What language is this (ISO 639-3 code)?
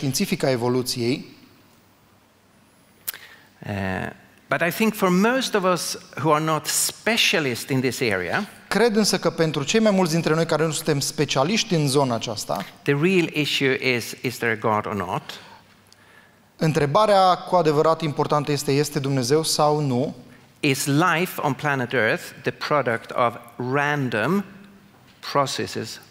ron